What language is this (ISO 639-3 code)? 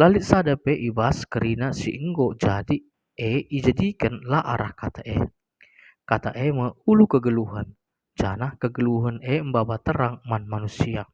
btx